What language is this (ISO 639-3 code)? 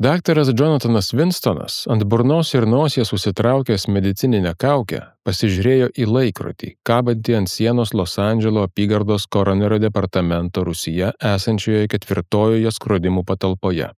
lit